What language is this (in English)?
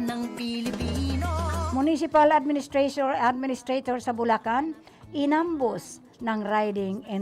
Bikol